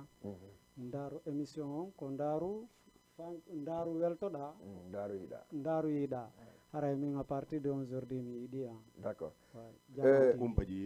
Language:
Fula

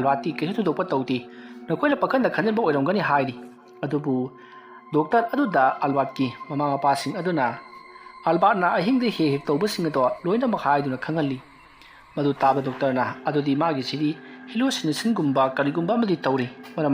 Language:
Manipuri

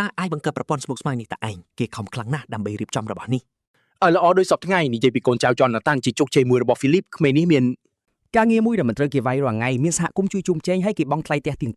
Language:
Khmer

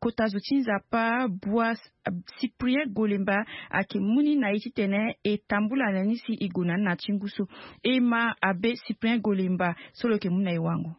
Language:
Sango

